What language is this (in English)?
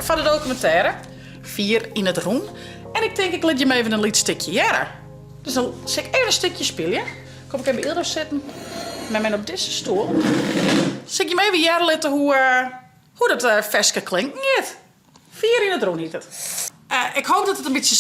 Western Frisian